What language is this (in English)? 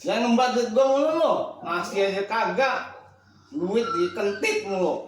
Betawi